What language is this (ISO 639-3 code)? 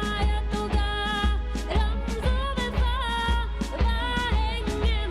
div